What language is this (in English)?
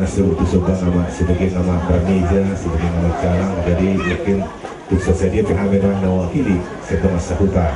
Batak Toba